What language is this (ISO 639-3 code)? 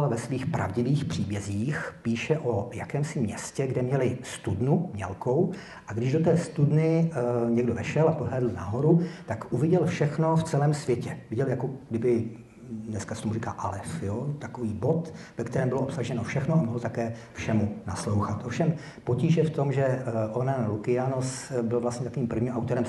ces